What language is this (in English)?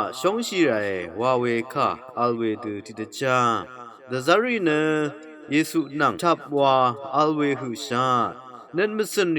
Rawang